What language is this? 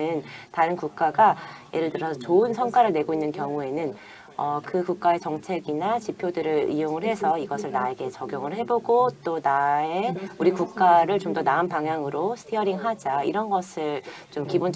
Korean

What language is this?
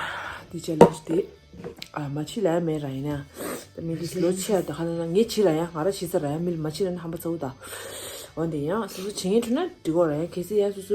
Tibetan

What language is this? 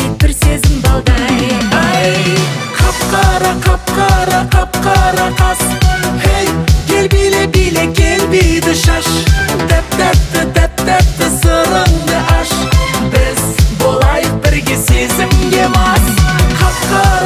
Kazakh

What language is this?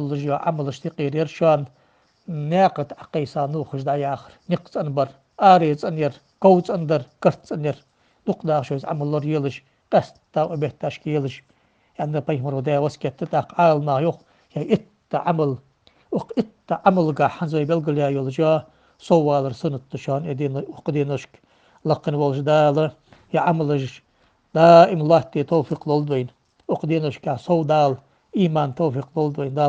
Ingush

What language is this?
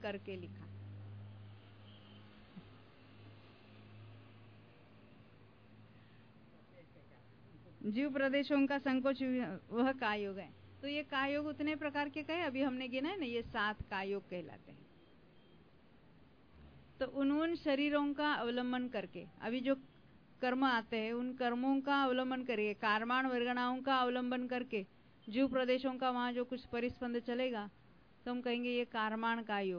Hindi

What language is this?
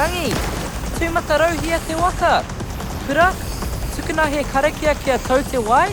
Māori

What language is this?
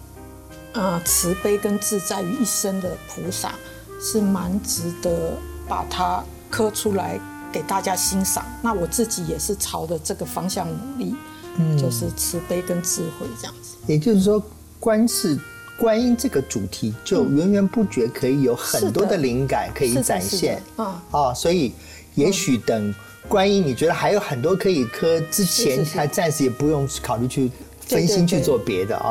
Chinese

